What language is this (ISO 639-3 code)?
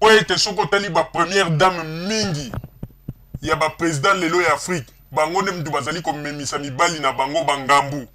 lin